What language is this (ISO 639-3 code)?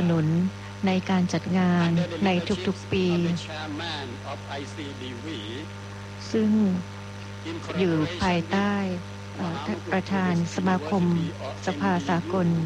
tha